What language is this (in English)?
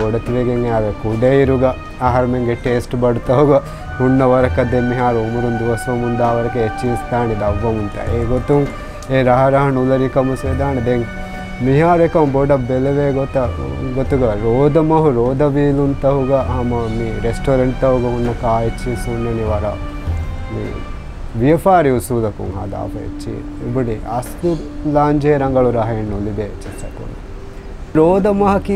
Divehi